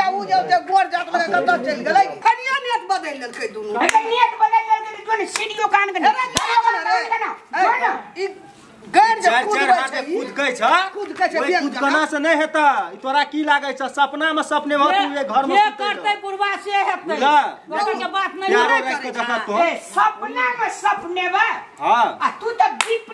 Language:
Maithili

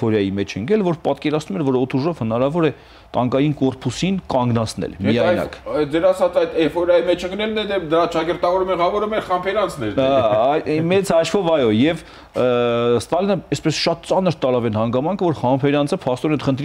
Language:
Armenian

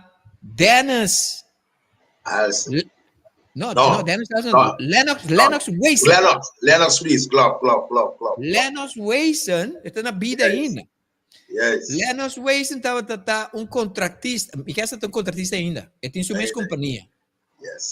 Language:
Papiamento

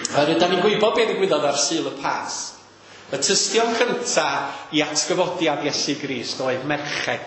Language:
Welsh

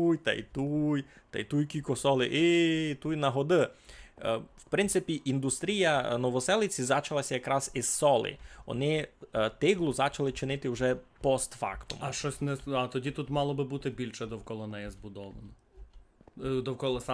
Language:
Rusyn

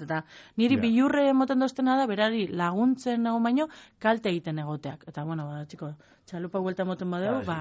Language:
Basque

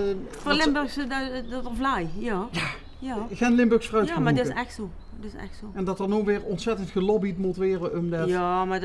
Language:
Limburgish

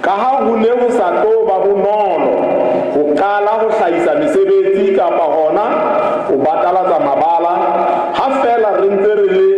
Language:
Southern Sotho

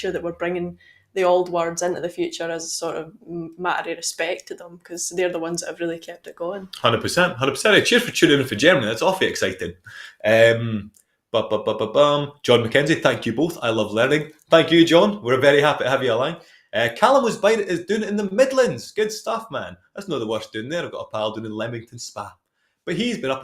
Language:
Scots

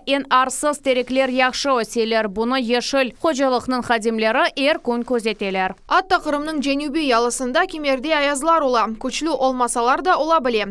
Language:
Crimean Tatar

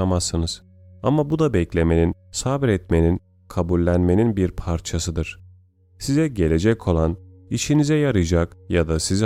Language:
Turkish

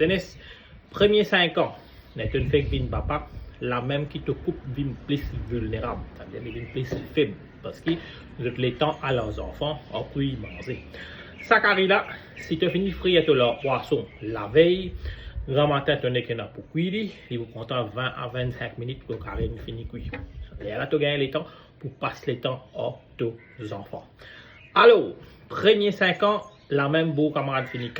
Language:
Morisyen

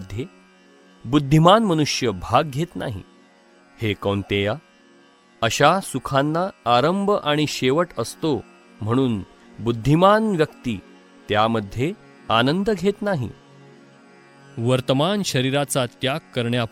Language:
Marathi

